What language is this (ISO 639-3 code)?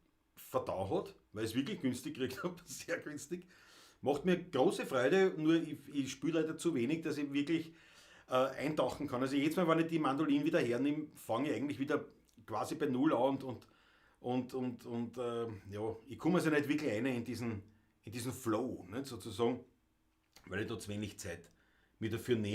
bar